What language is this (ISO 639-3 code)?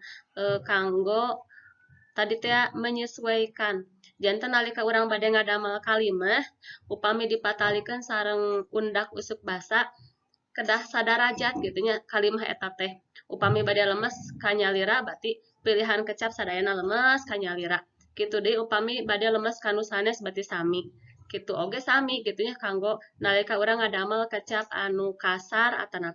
sun